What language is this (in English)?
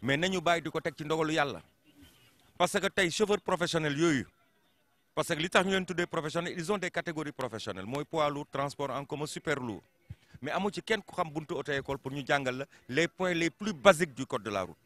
Wolof